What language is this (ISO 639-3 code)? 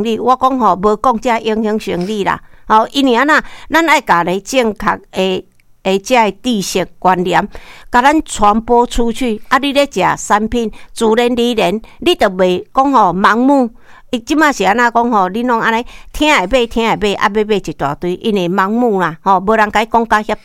nan